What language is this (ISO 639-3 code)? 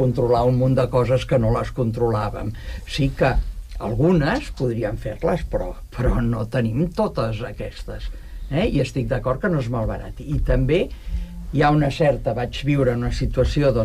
cat